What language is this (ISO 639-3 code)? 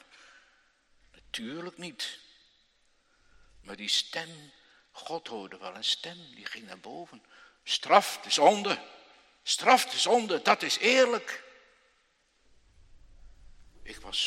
nld